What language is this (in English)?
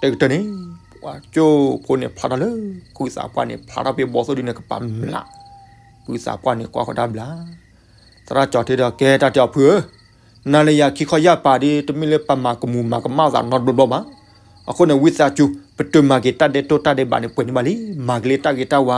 S'gaw Karen